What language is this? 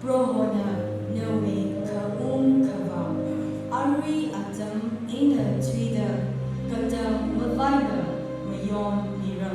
Tangkhul Naga (India)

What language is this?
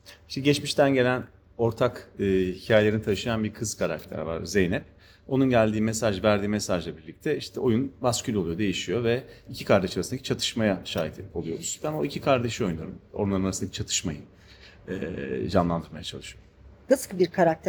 Turkish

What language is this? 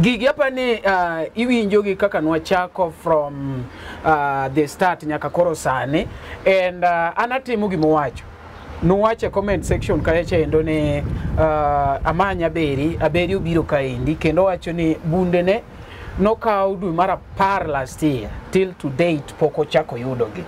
Luo (Kenya and Tanzania)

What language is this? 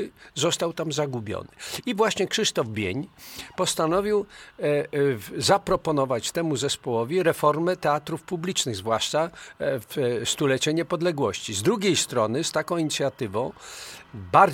Polish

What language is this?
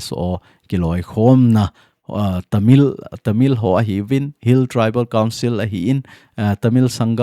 Thado Chin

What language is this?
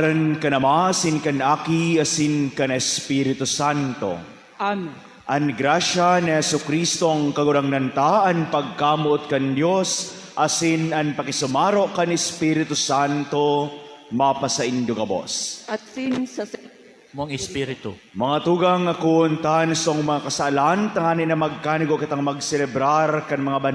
Bikol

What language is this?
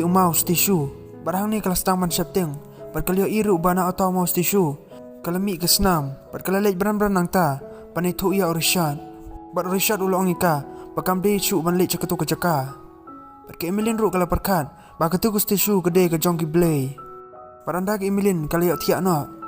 Khasi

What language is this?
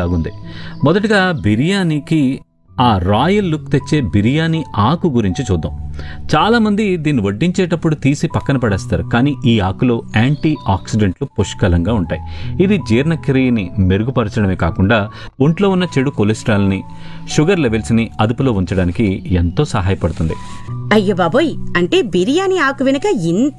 Telugu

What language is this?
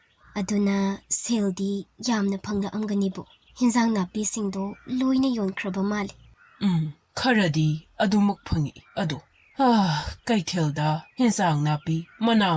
Manipuri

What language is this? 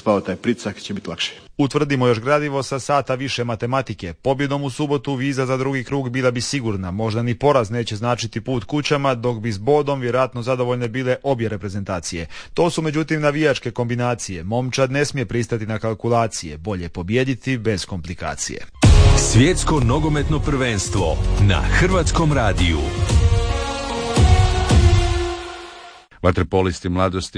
Croatian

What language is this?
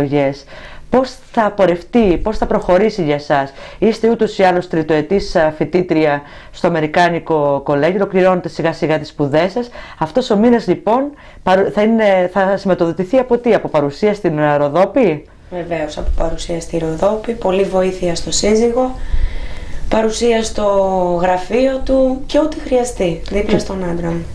Greek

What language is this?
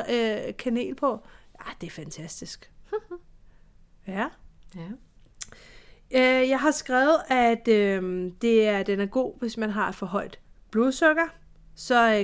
Danish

